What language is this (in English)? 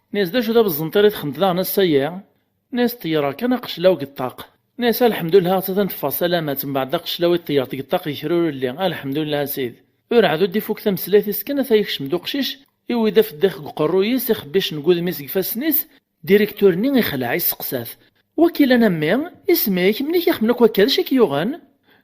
Kabyle